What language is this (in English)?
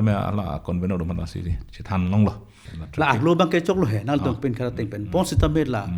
Karbi